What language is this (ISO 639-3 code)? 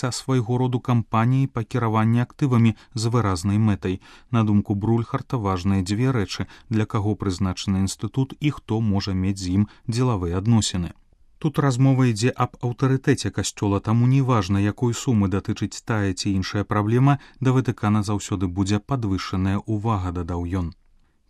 bel